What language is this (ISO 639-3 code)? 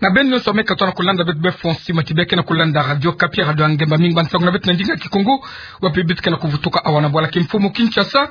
ktu